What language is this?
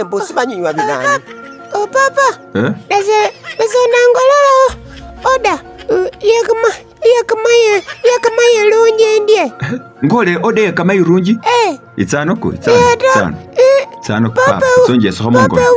Masaaba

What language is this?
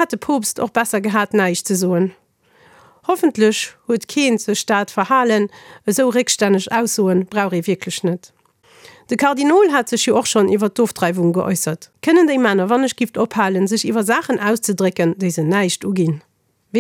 Luxembourgish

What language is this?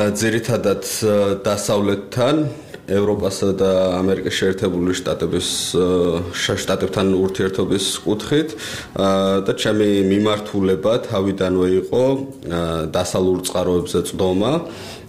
Georgian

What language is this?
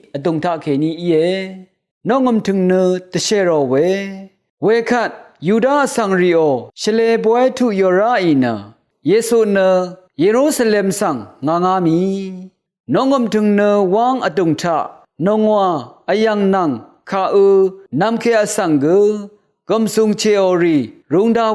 Rawang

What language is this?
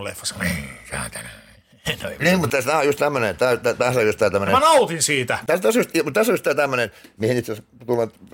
Finnish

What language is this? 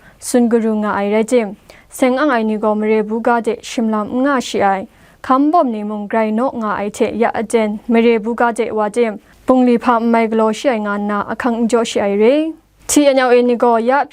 Kachin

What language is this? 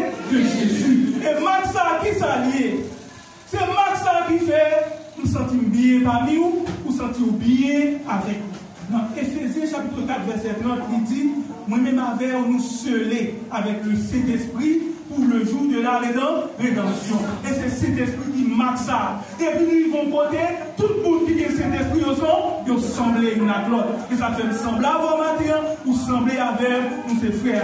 Haitian Creole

